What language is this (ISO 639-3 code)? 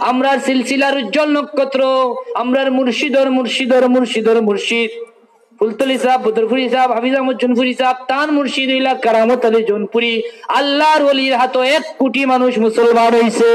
syl